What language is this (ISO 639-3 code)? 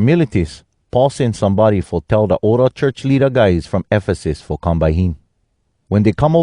hwc